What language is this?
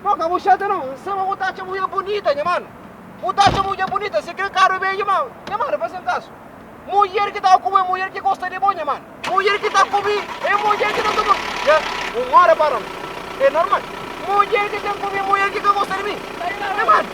Kabuverdianu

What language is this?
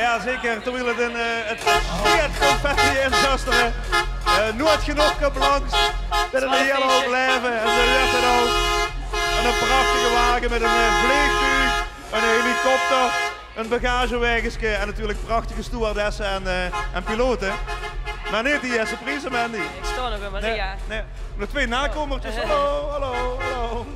Limburgish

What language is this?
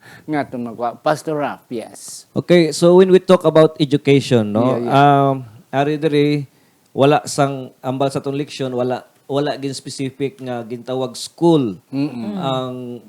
Hiligaynon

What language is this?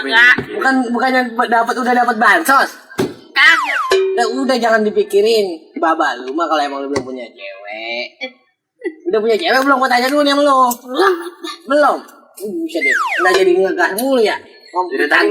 Betawi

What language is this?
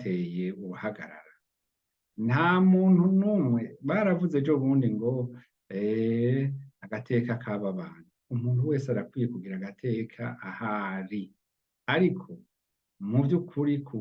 Rundi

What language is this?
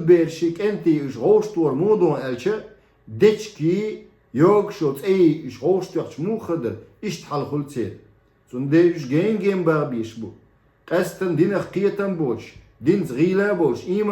Chechen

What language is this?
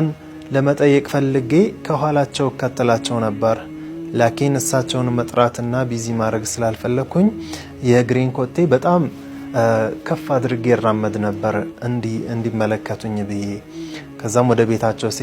Amharic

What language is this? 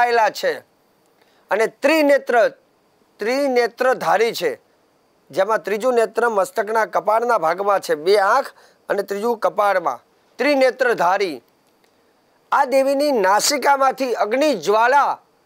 Gujarati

